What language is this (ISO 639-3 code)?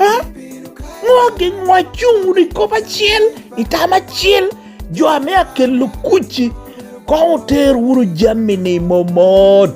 laj